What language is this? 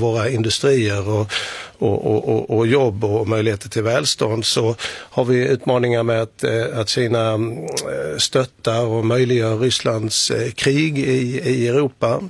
Swedish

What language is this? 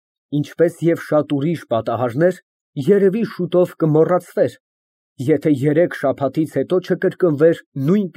Armenian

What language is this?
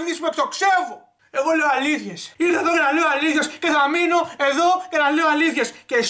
Greek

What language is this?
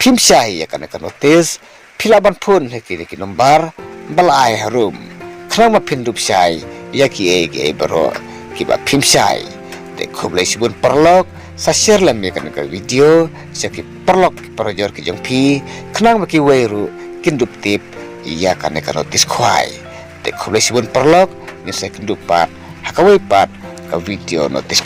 Khasi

